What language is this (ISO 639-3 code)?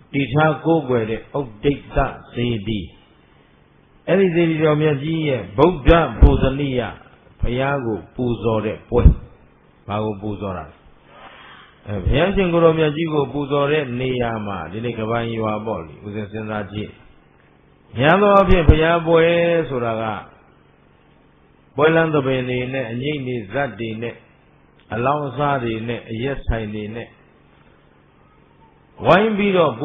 mya